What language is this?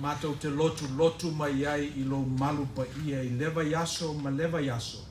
Samoan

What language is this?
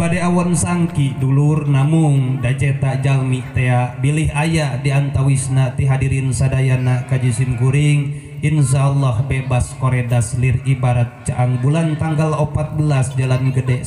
Sundanese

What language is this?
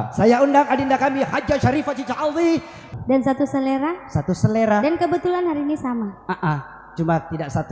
Buginese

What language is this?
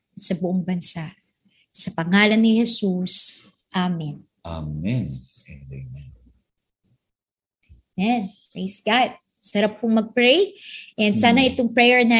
Filipino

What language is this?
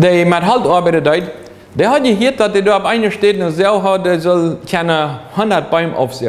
Plautdietsch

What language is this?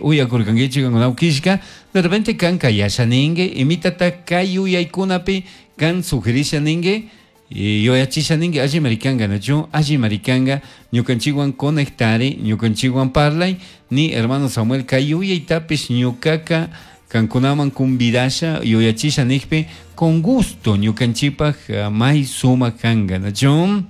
Chimborazo Highland Quichua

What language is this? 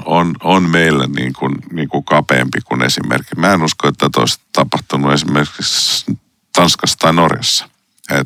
Finnish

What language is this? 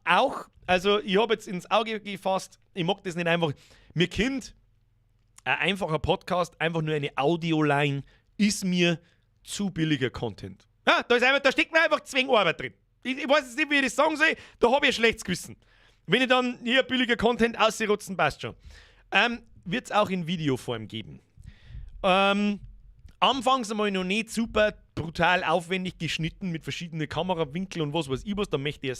Bavarian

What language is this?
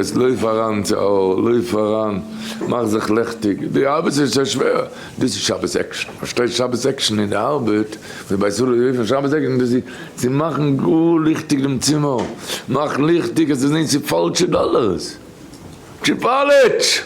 Yiddish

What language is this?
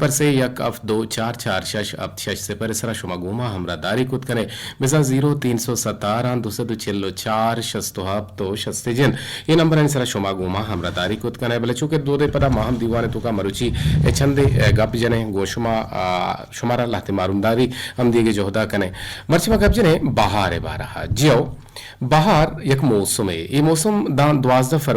Eastern Balochi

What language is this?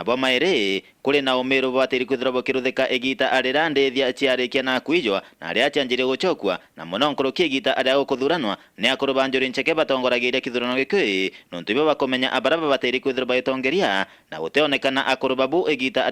Meru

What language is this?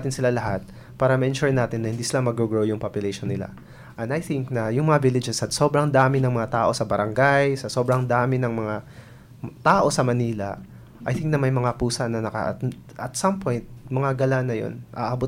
Filipino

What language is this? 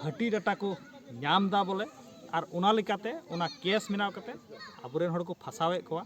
Santali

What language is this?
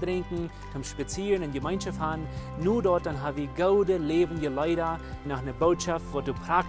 Plautdietsch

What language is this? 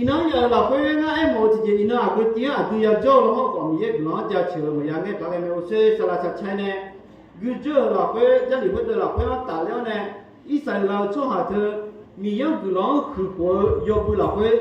Akha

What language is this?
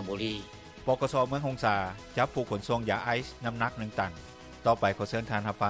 Lao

